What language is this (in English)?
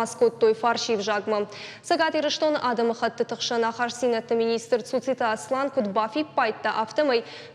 Ossetic